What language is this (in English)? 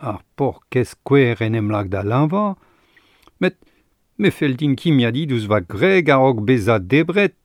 Breton